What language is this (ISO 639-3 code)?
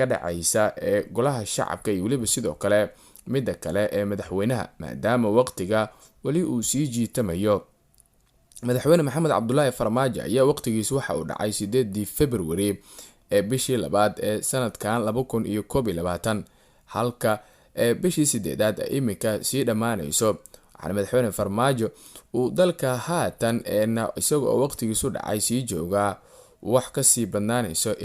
som